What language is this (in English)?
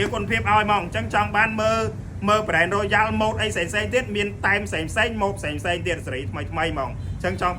Khmer